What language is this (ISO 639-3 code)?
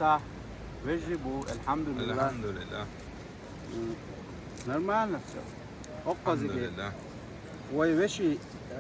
che